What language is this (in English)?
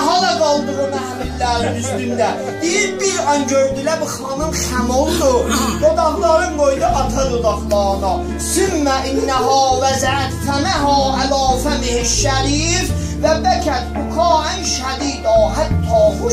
South Azerbaijani